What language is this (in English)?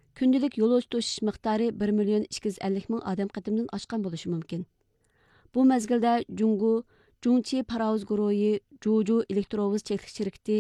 Uyghur